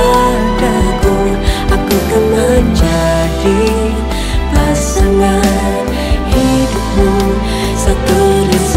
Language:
Banjar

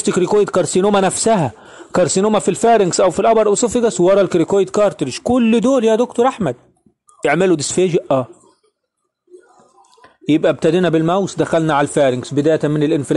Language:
Egyptian Arabic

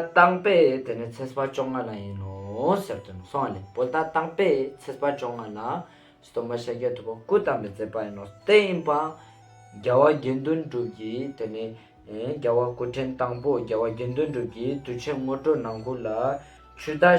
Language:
Ladakhi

